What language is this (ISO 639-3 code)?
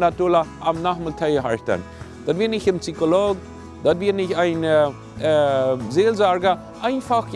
pdt